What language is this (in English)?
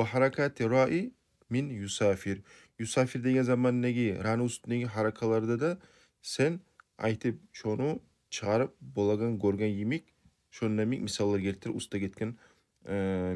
Kumyk